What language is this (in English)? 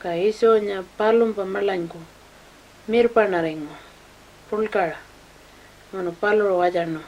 Pitjantjatjara